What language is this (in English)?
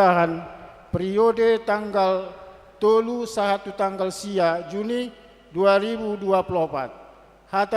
Batak Toba